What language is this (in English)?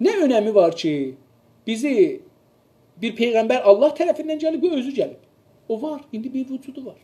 South Azerbaijani